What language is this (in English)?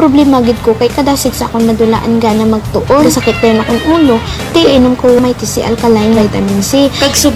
Hiligaynon